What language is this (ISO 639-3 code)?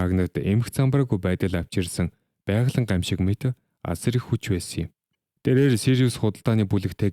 mon